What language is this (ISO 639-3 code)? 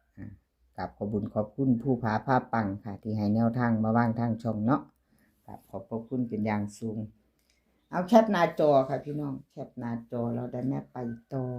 tts